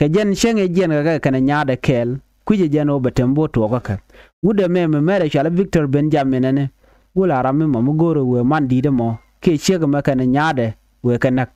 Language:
Nuer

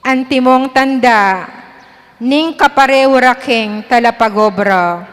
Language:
Pampanga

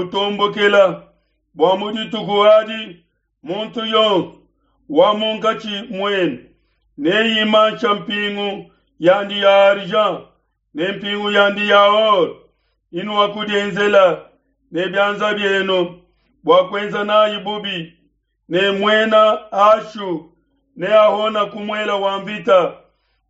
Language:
Luba-Lulua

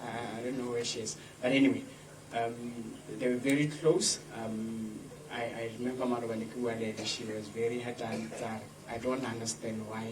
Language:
Tswana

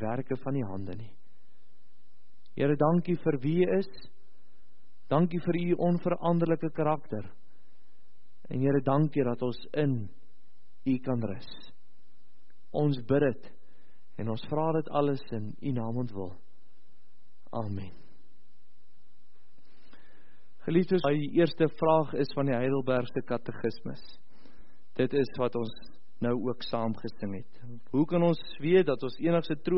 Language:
Afrikaans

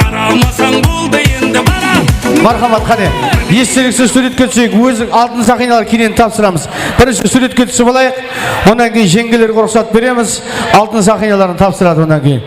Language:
Kara-Kalpak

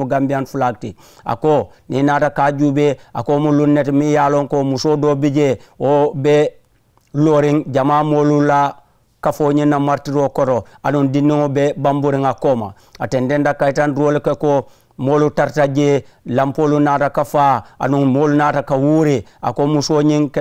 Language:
Mandingo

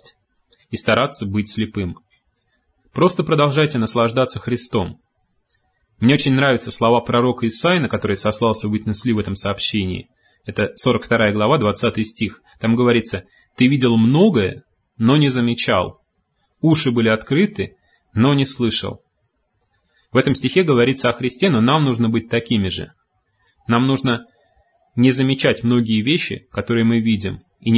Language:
Russian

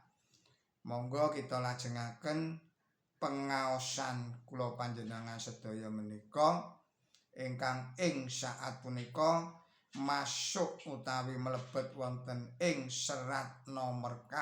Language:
Javanese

